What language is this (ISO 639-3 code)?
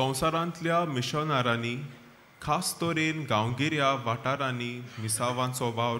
kok